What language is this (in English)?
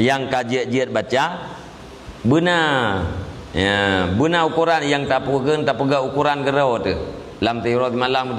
Achinese